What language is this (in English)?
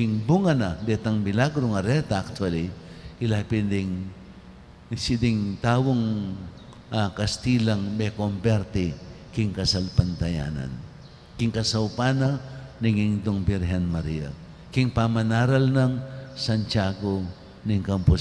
Pampanga